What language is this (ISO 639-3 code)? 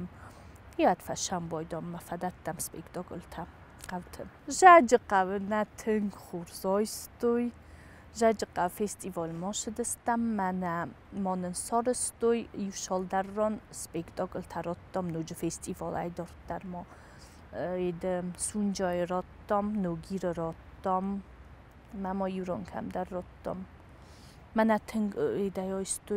oss